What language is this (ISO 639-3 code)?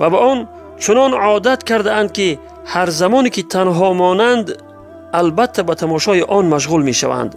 tgk